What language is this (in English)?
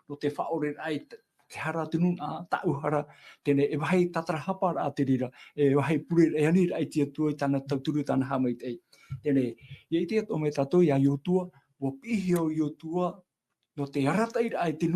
Tahitian